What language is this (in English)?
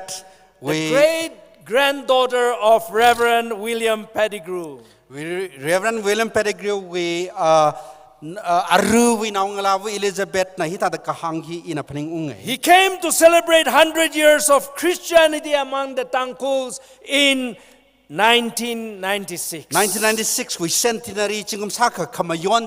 Tangkhul Naga (India)